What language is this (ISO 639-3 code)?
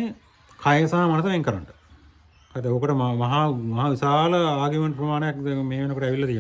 sin